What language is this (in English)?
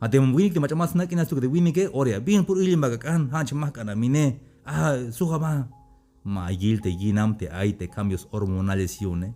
Tzeltal